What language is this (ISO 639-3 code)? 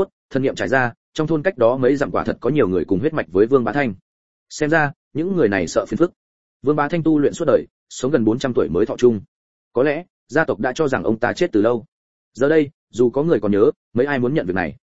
vie